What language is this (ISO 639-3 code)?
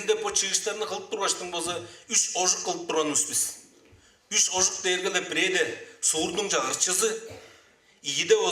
tyv